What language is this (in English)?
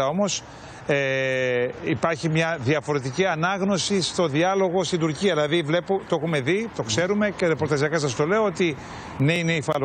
Greek